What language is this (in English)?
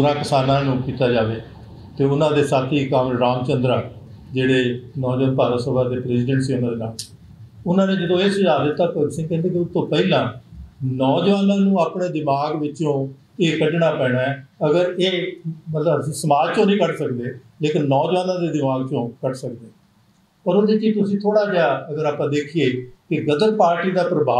Punjabi